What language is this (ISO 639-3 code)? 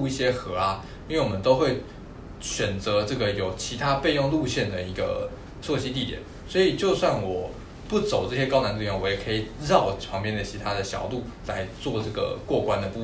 zho